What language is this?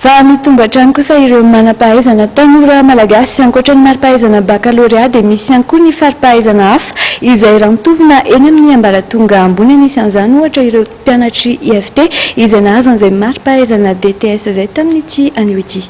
Malagasy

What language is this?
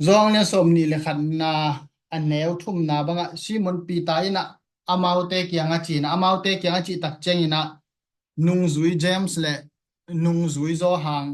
Tedim Chin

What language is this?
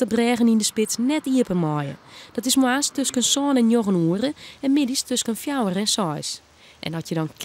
Western Frisian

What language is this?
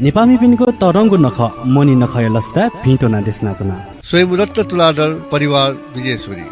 Newari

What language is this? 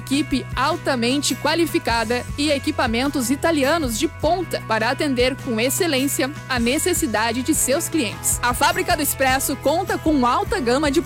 Portuguese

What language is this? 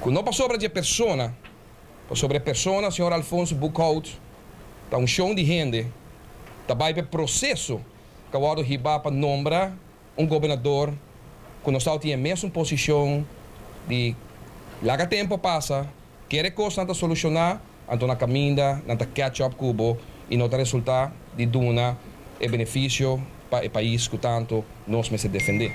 Papiamento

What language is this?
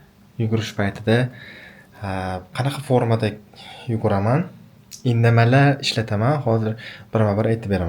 Uzbek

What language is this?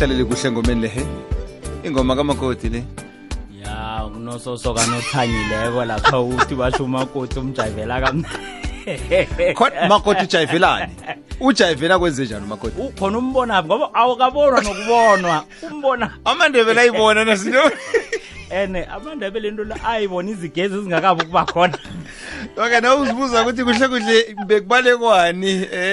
South Ndebele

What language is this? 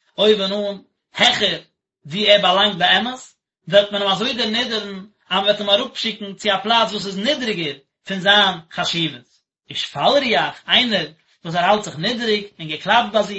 Yiddish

